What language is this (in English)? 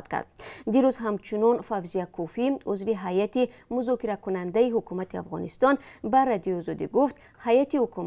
Tajik